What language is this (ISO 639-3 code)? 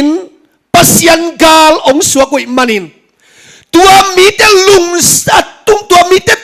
ctd